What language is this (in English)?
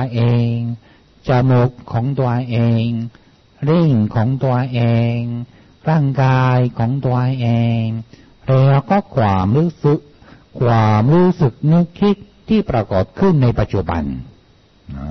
Thai